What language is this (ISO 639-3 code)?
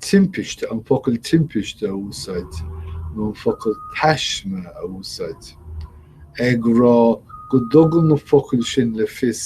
gle